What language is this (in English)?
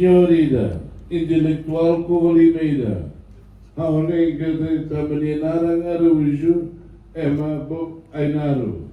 Tetum